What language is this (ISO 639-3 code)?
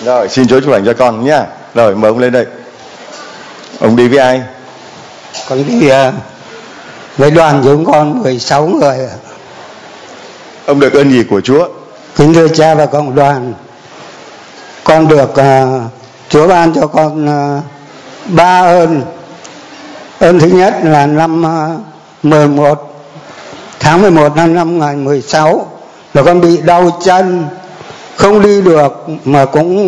vie